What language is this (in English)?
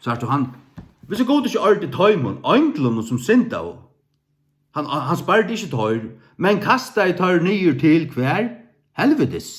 Faroese